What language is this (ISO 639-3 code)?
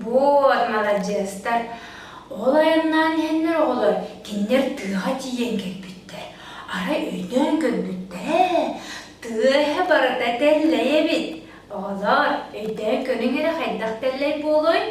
sah